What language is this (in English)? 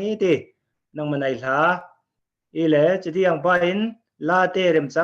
Falam Chin